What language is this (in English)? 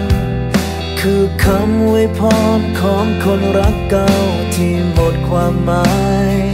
Thai